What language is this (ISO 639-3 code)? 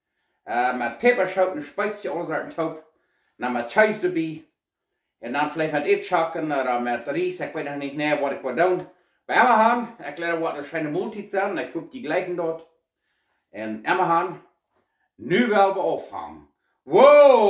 pdt